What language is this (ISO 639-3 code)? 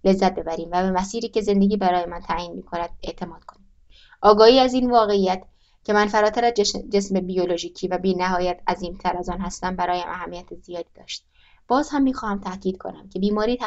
fas